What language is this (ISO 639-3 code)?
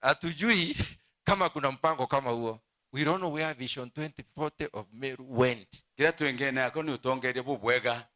mer